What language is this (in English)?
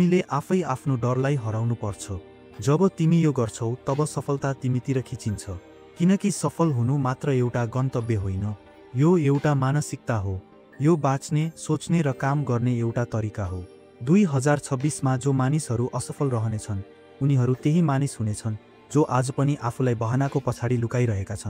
Nepali